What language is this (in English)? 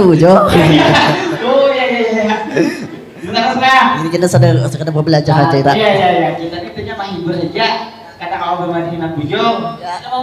Banjar